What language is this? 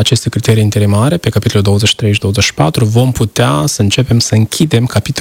Romanian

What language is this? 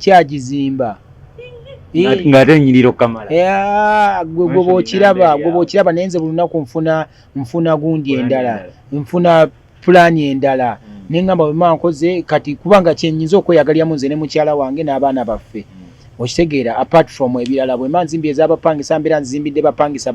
Ganda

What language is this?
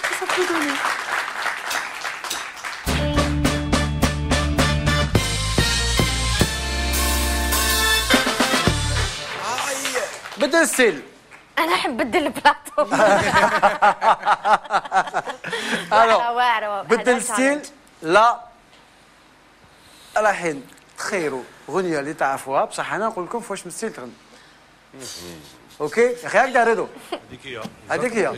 Algerian Arabic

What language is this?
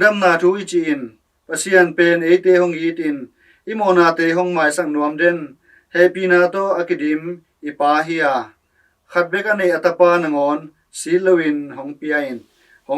Tedim Chin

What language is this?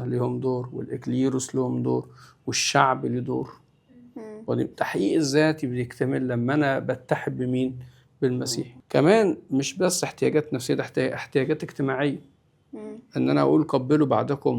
Egyptian Arabic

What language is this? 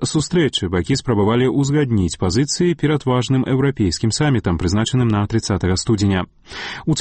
Belarusian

